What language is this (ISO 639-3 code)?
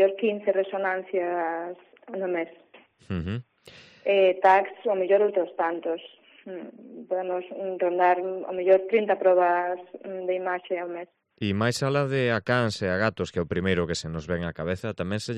glg